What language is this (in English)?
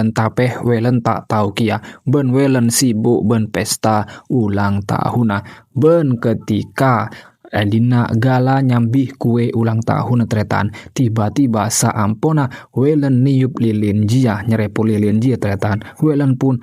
Madurese